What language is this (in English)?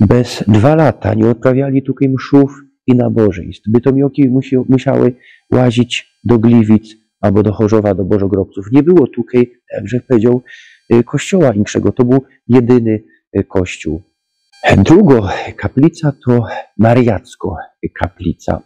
Silesian